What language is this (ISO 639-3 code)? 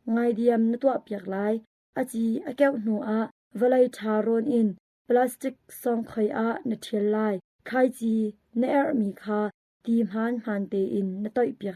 cnh